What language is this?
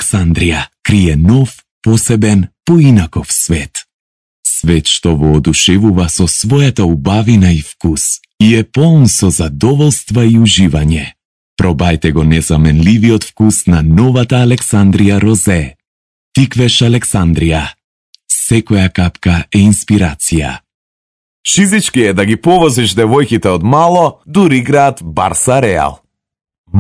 Macedonian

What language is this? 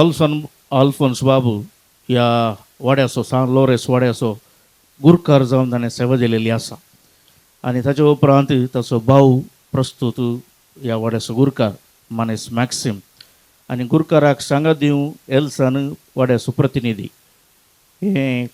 Konkani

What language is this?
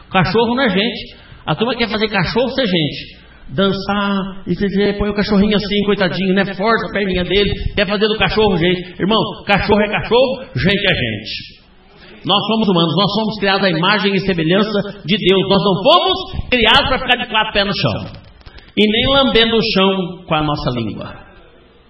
Portuguese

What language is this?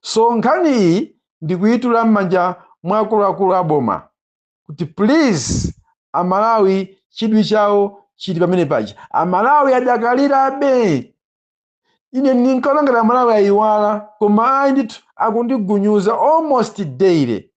Nyanja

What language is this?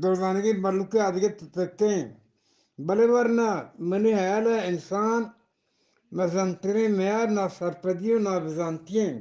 Eastern Balochi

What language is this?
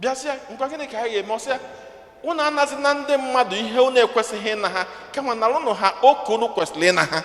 Igbo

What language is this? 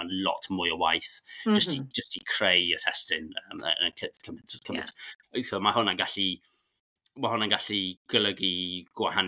Welsh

